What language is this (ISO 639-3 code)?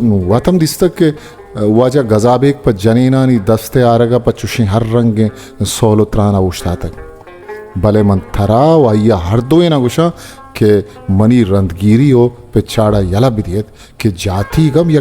bal